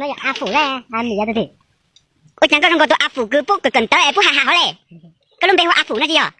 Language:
Hmong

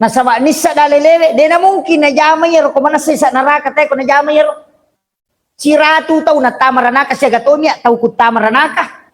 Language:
Buginese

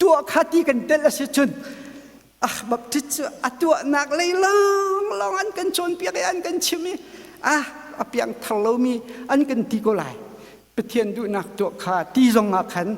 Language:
Hakha Chin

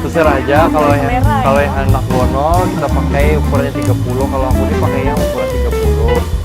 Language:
Banjar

